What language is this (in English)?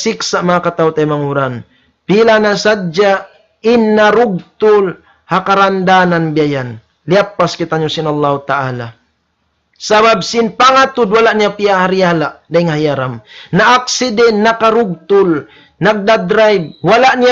Tausug